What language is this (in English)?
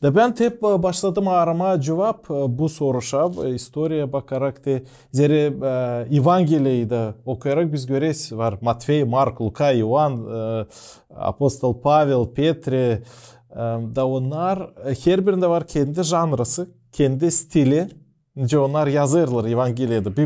Gagauz